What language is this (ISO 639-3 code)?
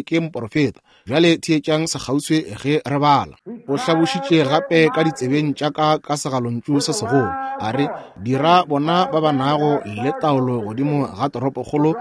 nso